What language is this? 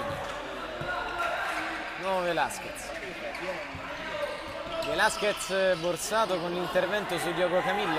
Italian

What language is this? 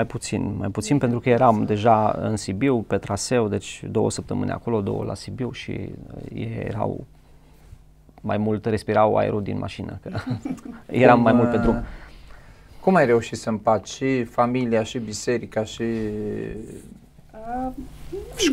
Romanian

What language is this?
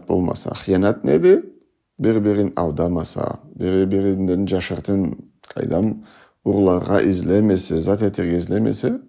Karachay-Balkar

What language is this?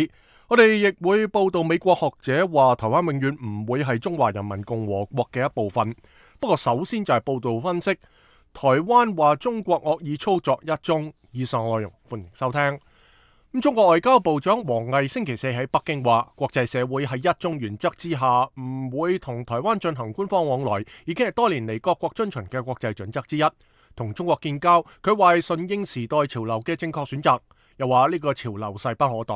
Cantonese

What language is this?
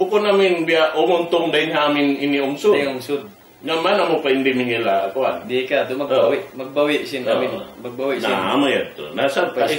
Tausug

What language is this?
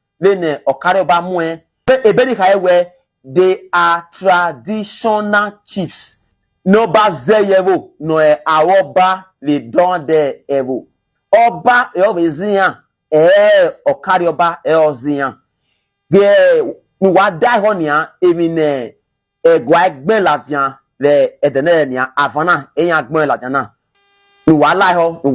Bini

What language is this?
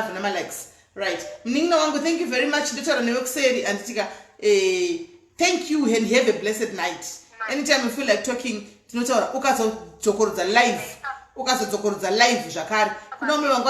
Shona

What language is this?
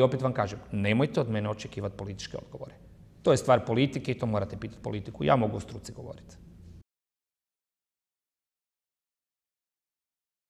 Croatian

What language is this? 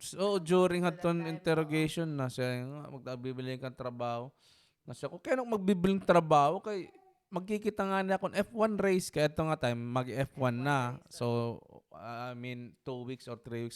Waray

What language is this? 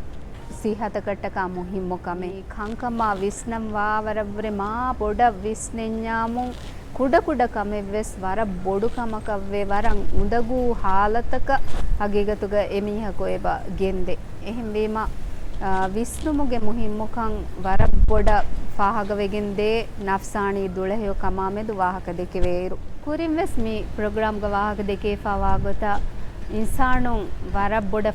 Divehi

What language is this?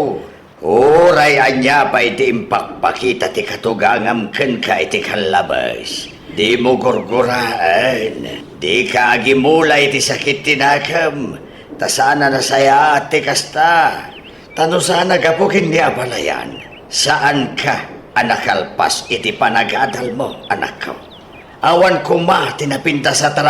Iloko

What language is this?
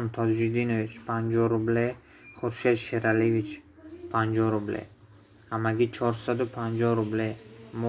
Tajik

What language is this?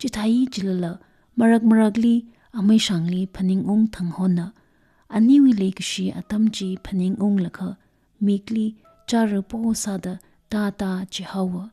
Tangkhul Naga (India)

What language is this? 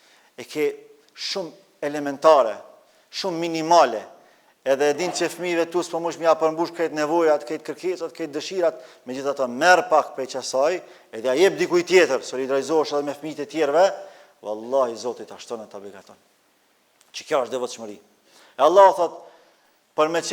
Albanian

